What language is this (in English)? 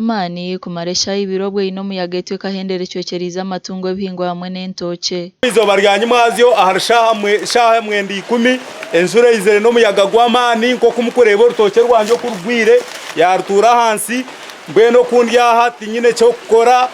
Nyankole